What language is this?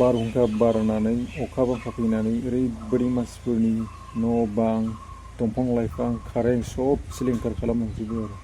Bodo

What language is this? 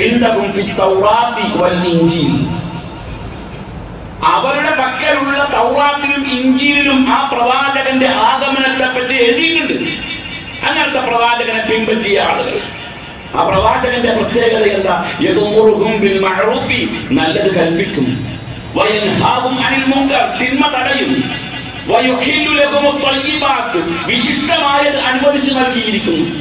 Malayalam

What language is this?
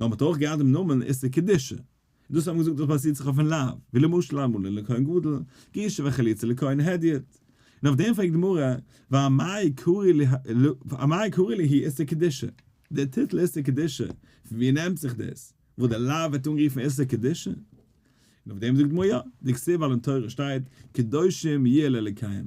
Yiddish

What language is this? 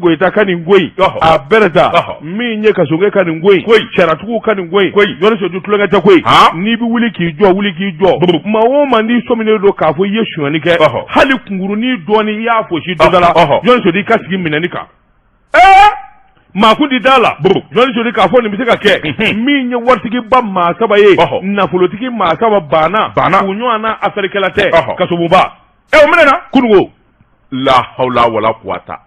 Bambara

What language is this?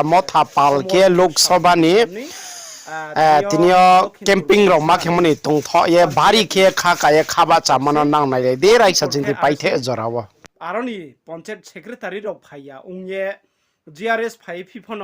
Riang (India)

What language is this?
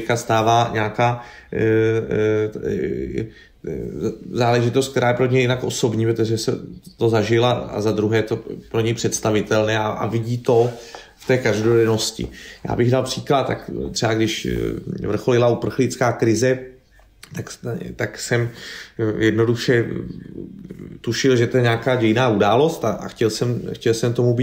Czech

